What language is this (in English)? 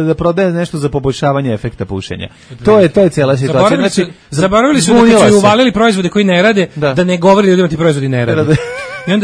Serbian